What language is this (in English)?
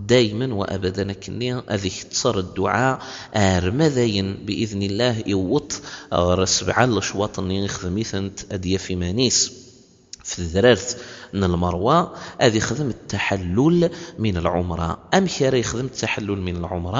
Kabyle